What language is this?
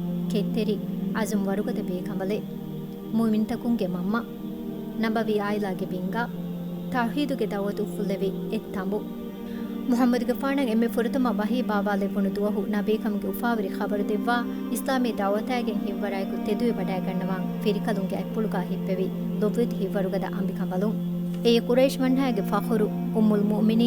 Divehi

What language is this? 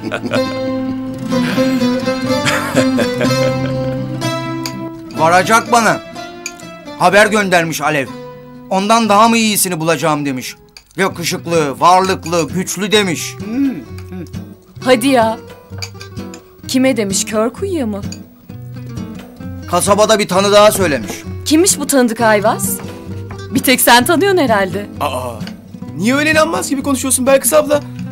Turkish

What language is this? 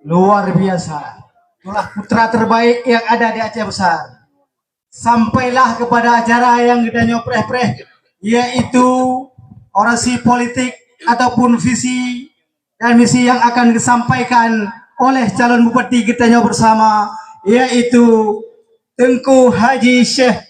Achinese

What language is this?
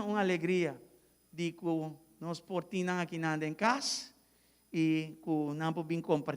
Papiamento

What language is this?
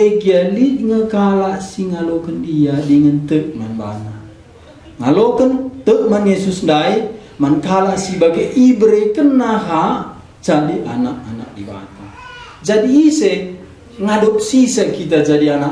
Batak Karo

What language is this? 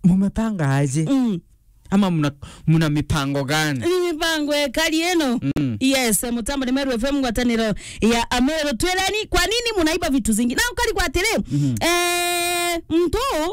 Meru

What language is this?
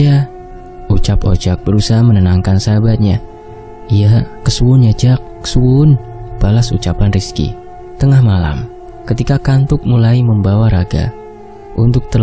Indonesian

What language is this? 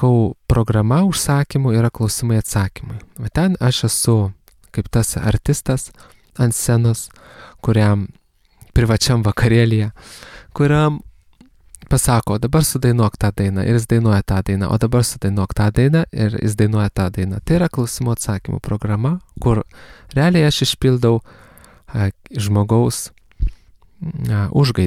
Lithuanian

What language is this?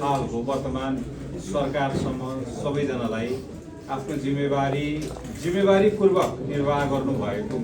Nepali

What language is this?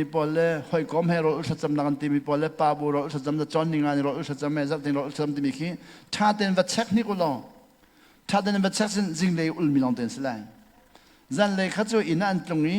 Hakha Chin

